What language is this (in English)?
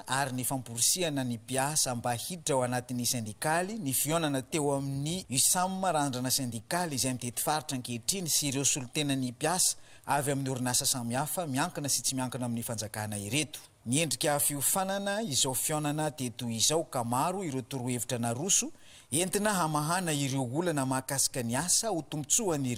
Malagasy